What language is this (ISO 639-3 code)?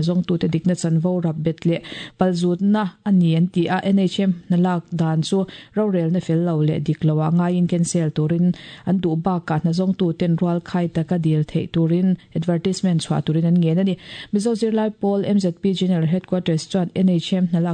lus